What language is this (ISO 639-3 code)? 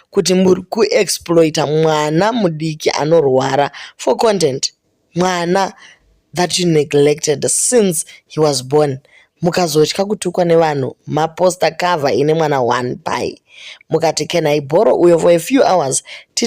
sna